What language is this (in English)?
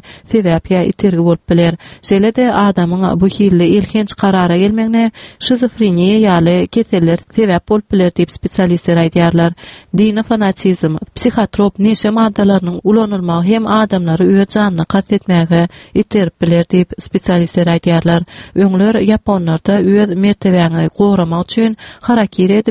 Turkmen